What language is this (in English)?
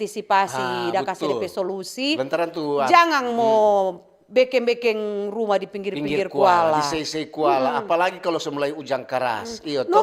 Manado Malay